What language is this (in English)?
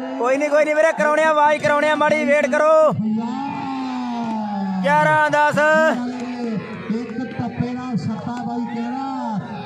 Punjabi